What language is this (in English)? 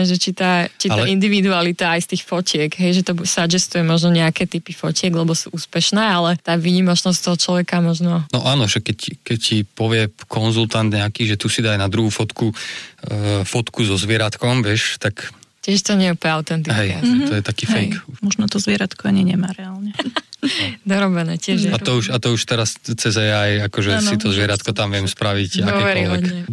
Slovak